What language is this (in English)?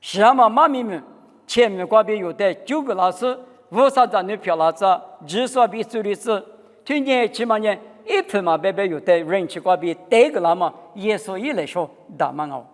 Lisu